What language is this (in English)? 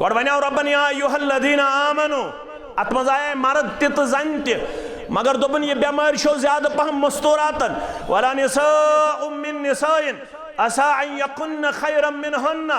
Kashmiri